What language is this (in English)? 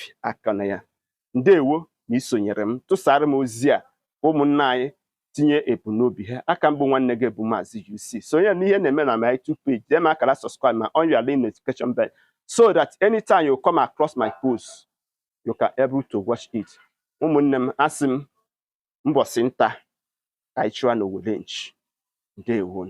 Igbo